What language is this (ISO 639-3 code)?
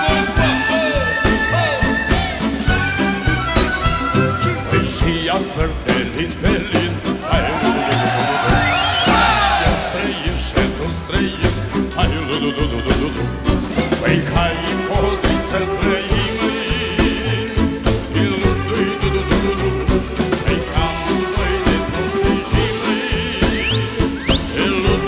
ron